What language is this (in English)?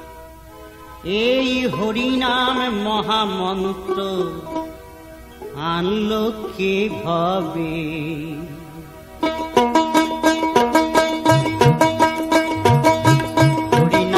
Bangla